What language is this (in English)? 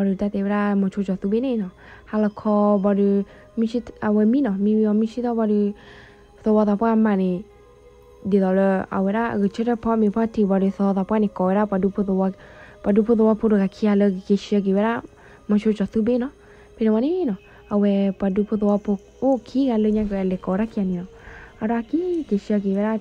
S'gaw Karen